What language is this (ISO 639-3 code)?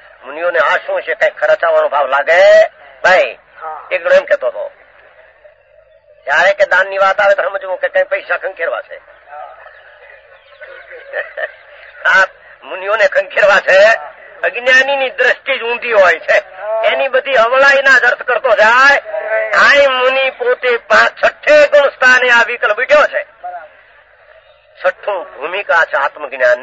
guj